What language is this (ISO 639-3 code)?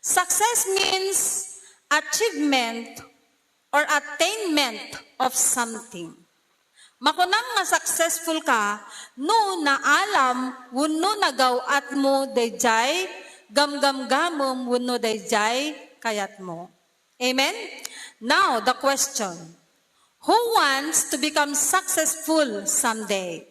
ilo